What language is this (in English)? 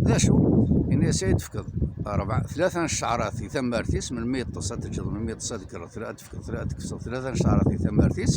Kabyle